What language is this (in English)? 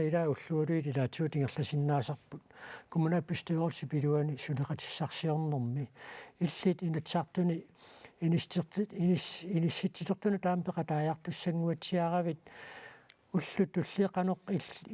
Kalaallisut